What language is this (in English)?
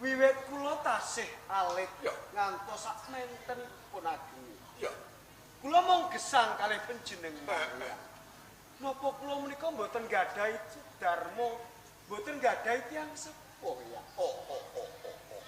Javanese